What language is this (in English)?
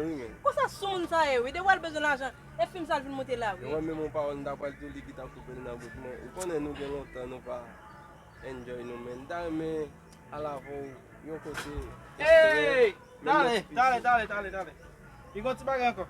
Haitian Creole